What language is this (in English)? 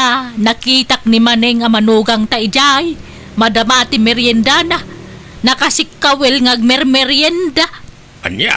Iloko